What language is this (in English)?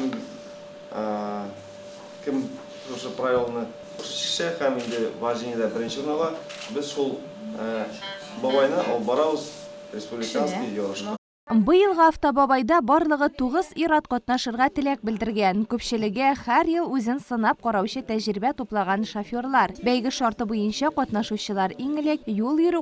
Tatar